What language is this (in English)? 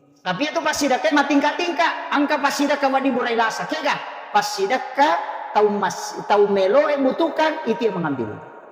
Buginese